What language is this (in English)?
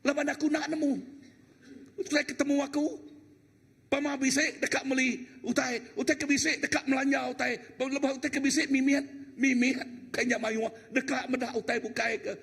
Iban